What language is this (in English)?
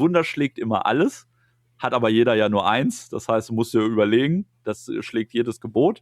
German